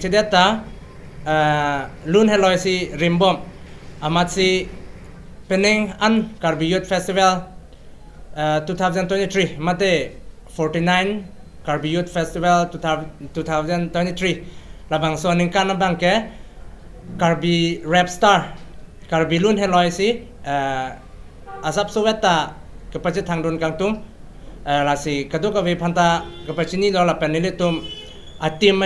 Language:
Karbi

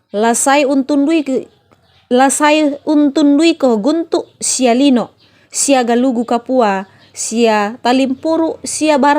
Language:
Toraja-Sa'dan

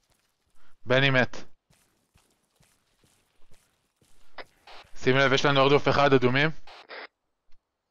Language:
Hebrew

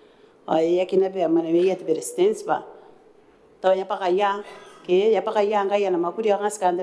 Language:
Gilbertese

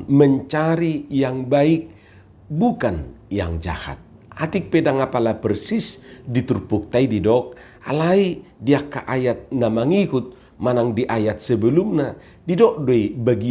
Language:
Batak Toba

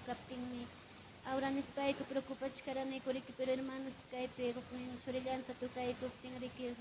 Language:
Ayacucho Quechua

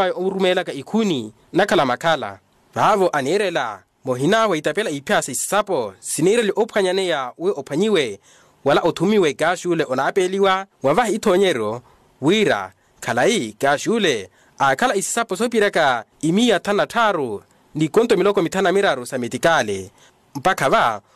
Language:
Makhuwa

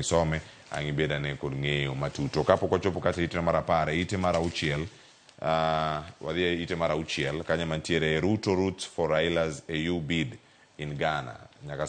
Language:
Luo (Kenya and Tanzania)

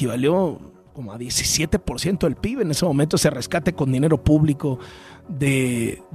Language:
Spanish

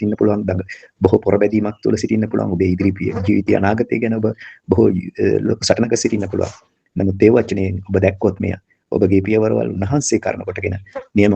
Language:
Sinhala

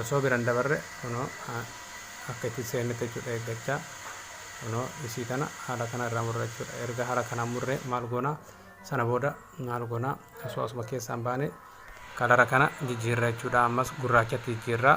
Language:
Oromo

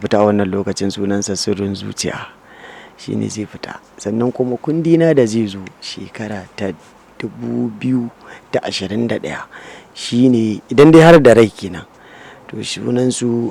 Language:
Hausa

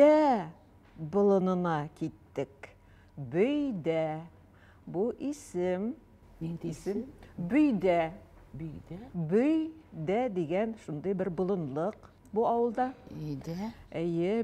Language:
Tatar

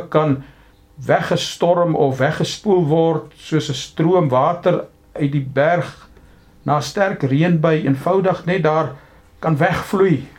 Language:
Afrikaans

